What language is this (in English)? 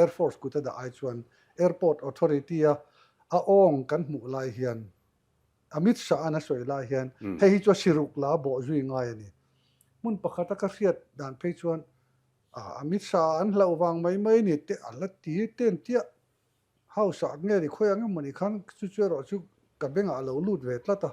Mizo